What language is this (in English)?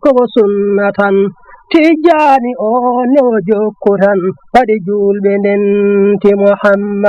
Fula